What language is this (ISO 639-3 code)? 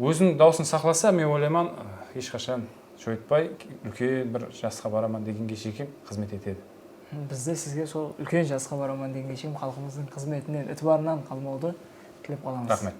kaa